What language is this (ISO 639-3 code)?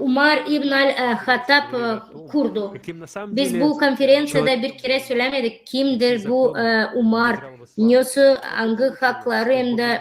gag